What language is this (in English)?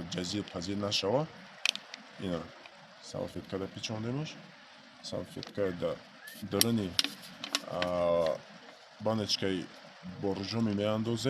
Tajik